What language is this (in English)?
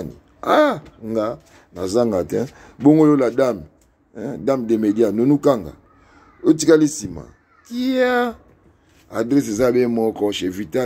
Lingala